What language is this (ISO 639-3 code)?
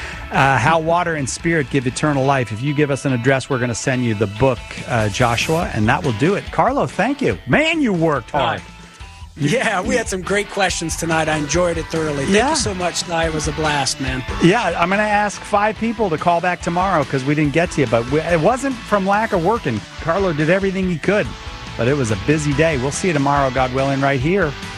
eng